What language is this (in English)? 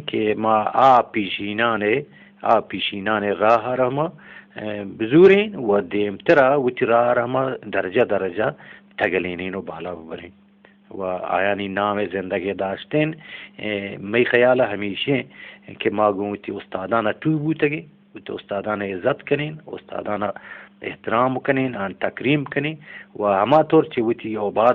Eastern Balochi